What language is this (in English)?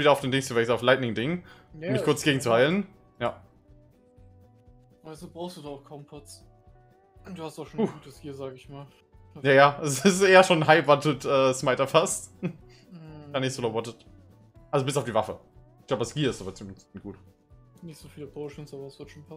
German